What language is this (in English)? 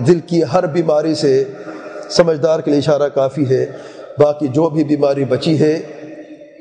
Urdu